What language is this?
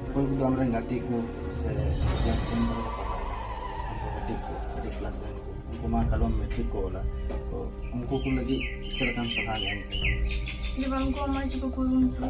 Santali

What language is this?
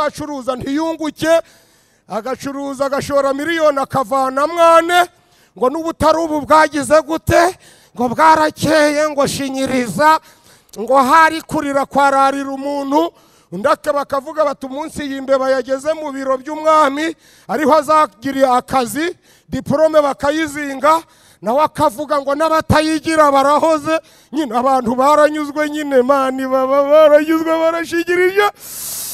Kinyarwanda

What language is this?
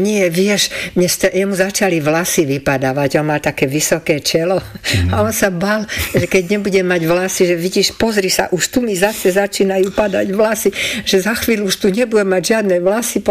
Slovak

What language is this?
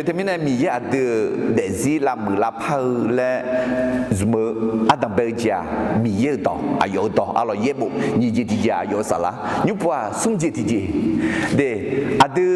Akha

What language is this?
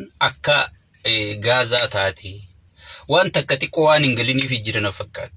Oromo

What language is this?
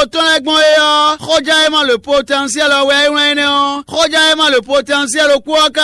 Fon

